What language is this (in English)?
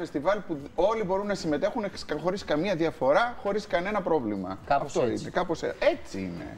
Greek